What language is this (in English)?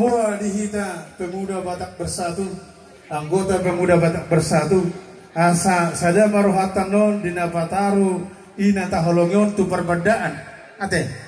Batak Toba